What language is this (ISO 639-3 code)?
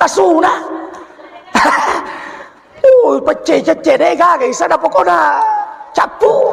bug